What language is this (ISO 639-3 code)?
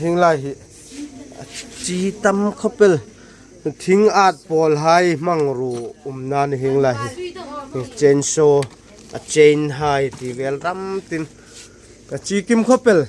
hmr